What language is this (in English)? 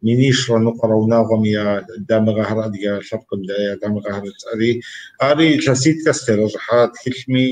Kabardian